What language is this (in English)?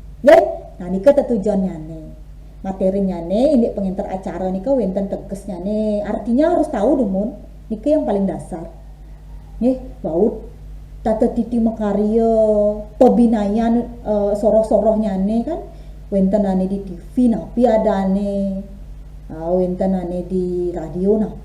Balinese